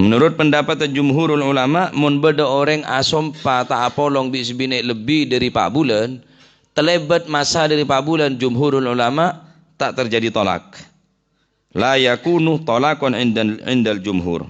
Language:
Madurese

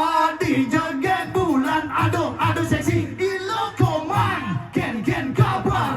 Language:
Balinese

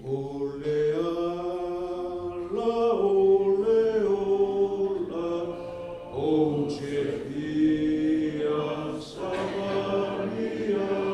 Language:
Samoan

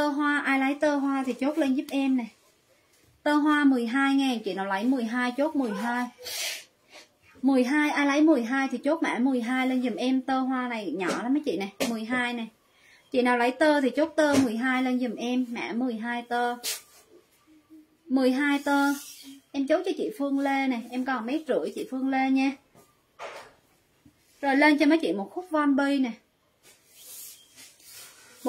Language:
Vietnamese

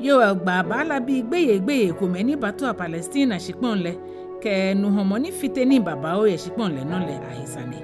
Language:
Ga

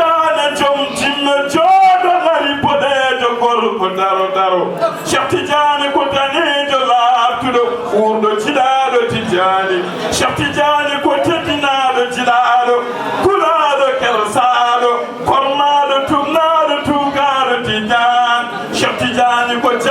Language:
Fula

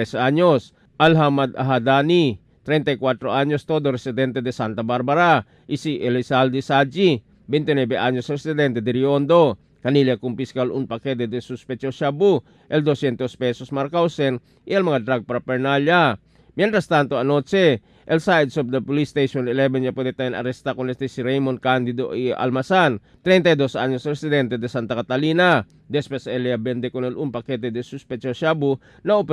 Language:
Chavacano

